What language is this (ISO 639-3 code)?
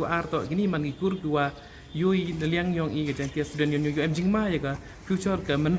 kha